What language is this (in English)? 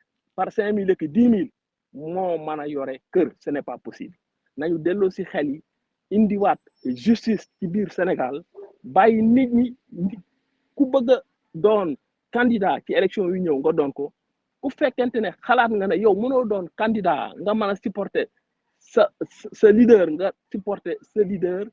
Wolof